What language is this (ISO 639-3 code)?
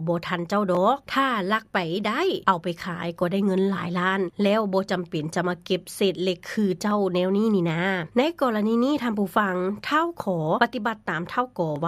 lao